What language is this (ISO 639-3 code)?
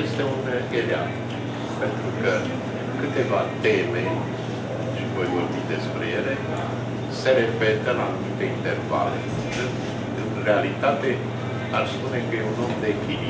ron